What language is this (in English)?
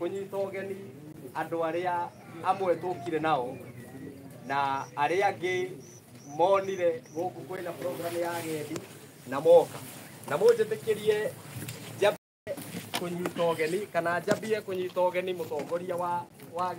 Kikuyu